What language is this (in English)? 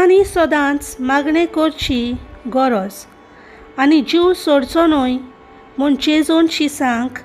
Konkani